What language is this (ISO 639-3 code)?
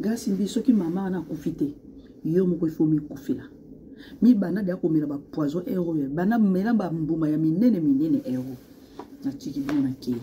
lin